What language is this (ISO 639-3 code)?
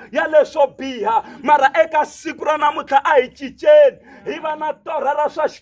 tso